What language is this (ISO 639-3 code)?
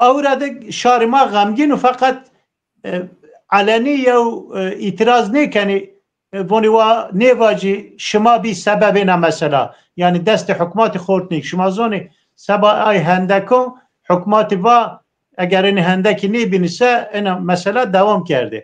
zza